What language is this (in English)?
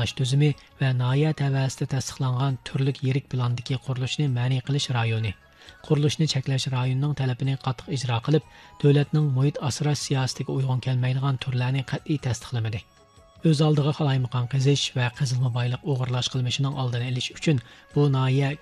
Uyghur